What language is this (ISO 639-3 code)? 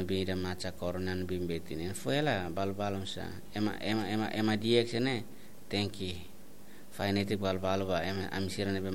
tet